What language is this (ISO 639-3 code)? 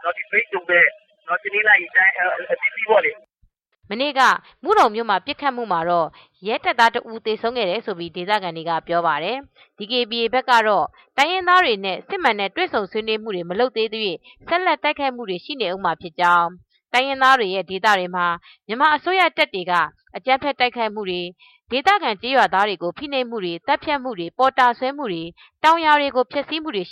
mya